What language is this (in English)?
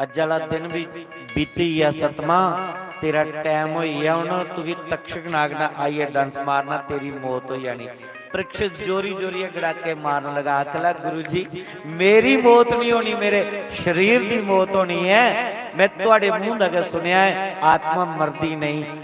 Dogri